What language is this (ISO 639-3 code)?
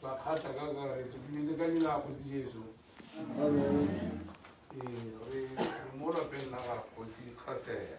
tsn